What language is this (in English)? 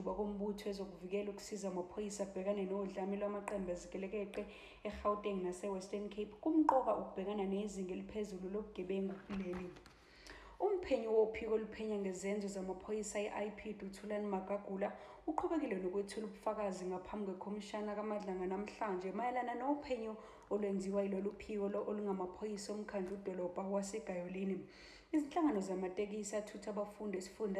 Zulu